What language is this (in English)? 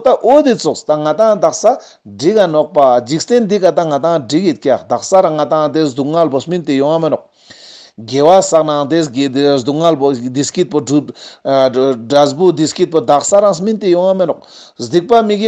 Ladakhi